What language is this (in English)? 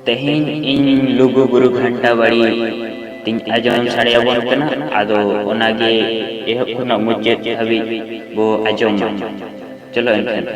Santali